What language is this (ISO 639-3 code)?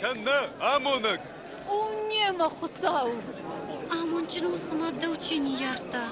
oss